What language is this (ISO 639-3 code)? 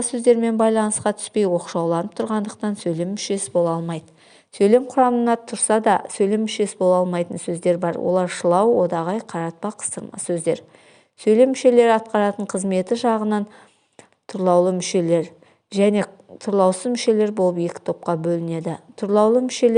kaz